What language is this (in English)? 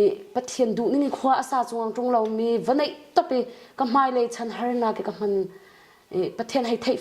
Hakha Chin